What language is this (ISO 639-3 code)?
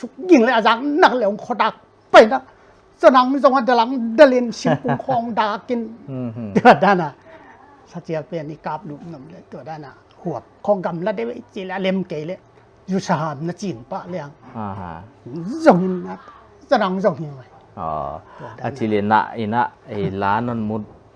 pck